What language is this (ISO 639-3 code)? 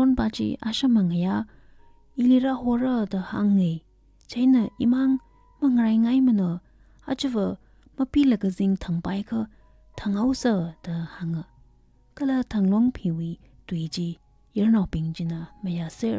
nmf